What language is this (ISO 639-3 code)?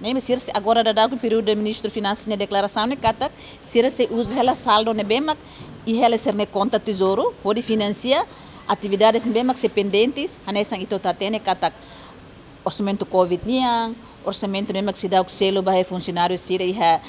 tet